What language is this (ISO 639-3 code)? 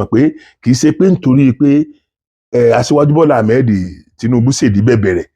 yor